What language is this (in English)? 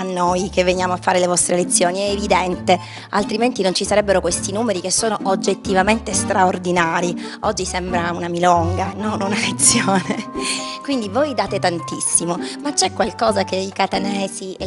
Italian